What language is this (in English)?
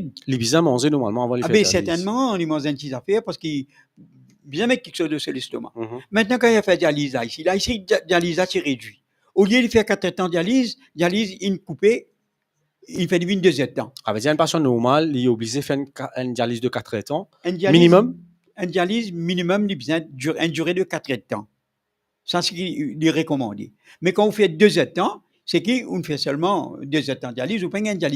Morisyen